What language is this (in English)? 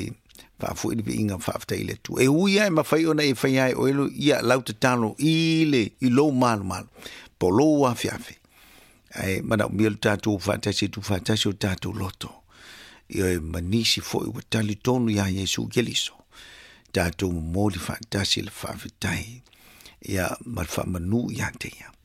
Samoan